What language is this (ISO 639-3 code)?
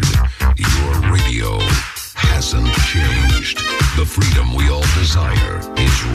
eng